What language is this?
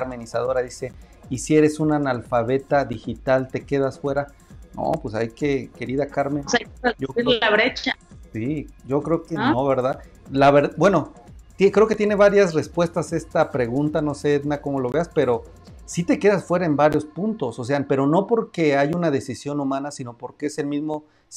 Spanish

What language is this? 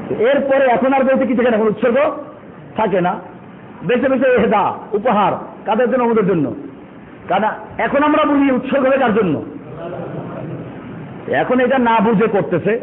Bangla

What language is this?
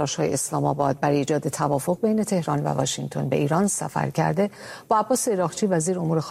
Persian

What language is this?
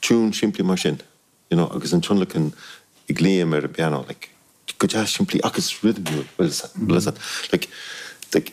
Irish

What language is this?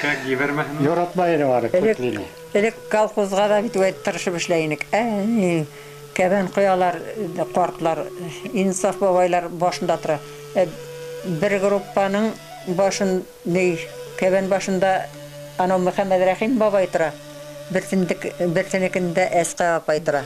Bashkir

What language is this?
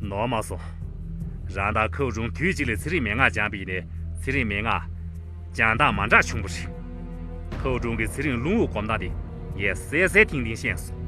Tibetan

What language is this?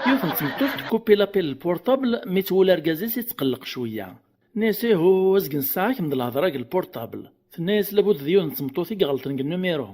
Kabyle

